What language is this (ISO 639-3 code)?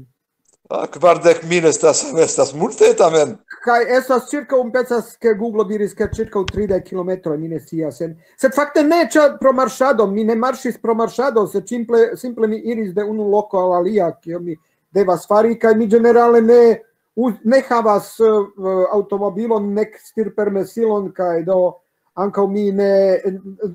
epo